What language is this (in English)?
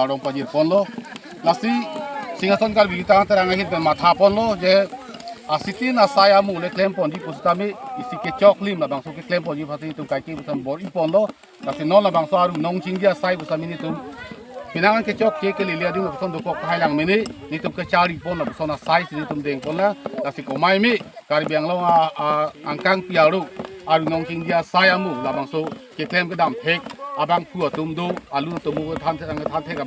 Karbi